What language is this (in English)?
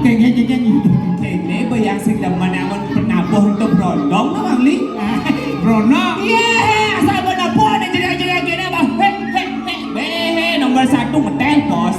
Balinese